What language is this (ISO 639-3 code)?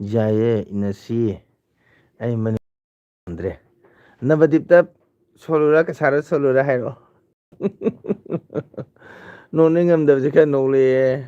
mni